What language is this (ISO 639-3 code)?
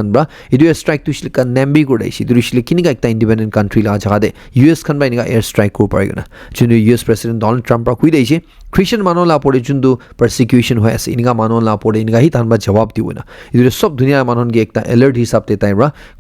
nag